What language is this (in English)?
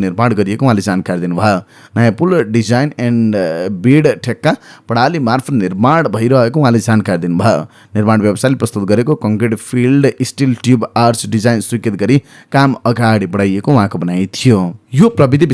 Nepali